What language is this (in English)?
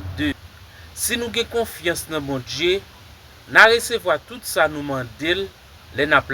Haitian Creole